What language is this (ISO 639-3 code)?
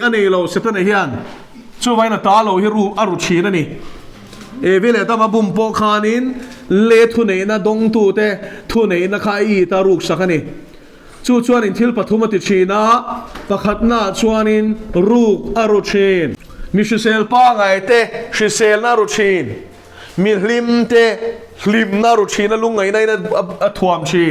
lus